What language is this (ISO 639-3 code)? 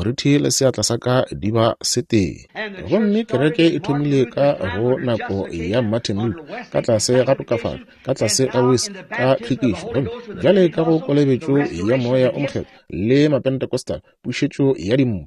nso